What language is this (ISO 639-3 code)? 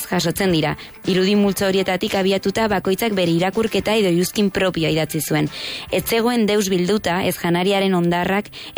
eus